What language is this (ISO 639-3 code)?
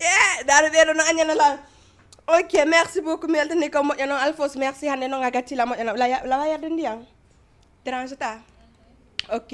ful